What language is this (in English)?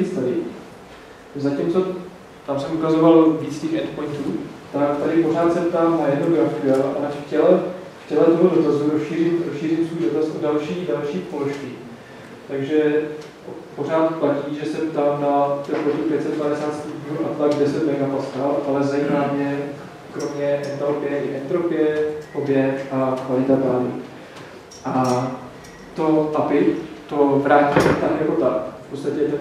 Czech